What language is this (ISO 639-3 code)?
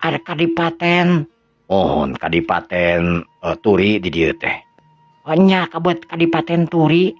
sun